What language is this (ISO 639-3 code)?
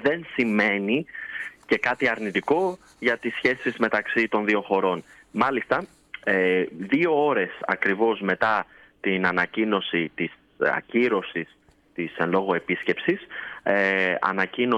ell